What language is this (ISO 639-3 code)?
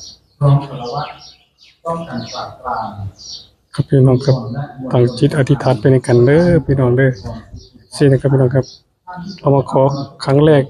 tts